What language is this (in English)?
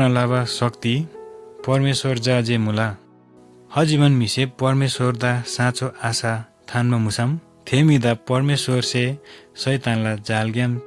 Eastern Tamang